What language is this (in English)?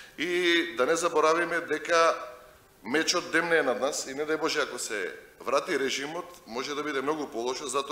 Macedonian